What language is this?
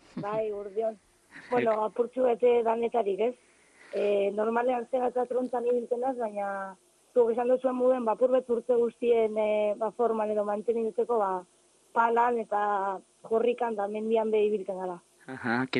Basque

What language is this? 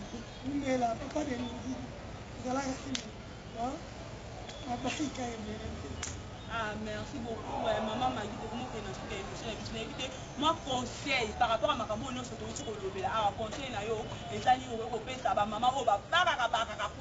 Lingala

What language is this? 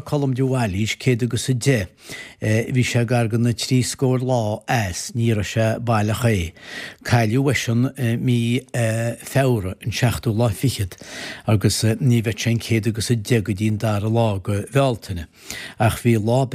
Irish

